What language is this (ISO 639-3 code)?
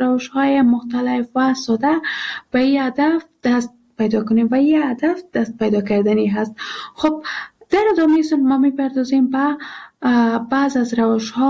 fas